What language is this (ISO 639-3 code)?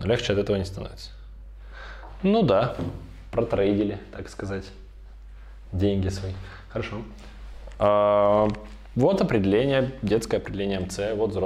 rus